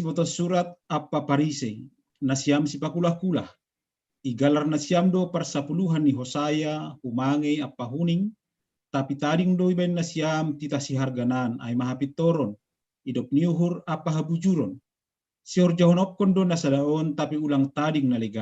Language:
Batak Simalungun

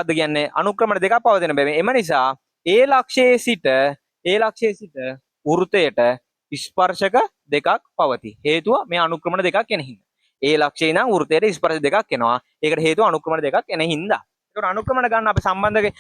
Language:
Sinhala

